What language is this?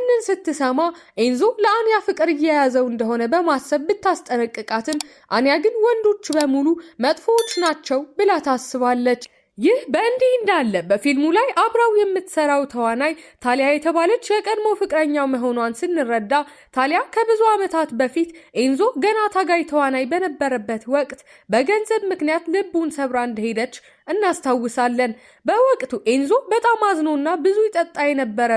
Amharic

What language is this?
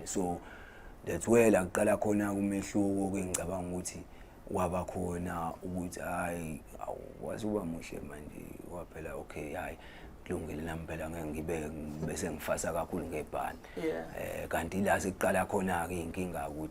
Zulu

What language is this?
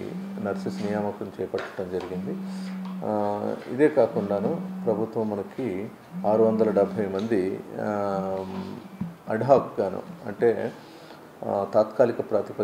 Telugu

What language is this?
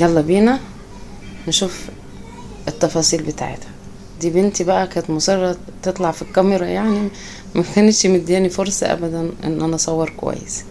Egyptian Arabic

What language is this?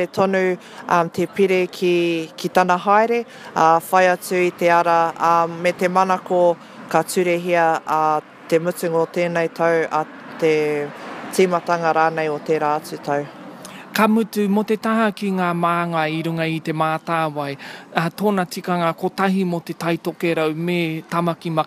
Māori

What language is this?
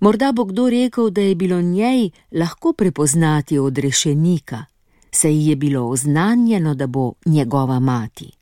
Slovenian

